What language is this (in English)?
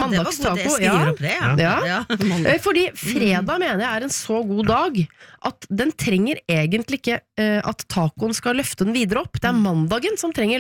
Norwegian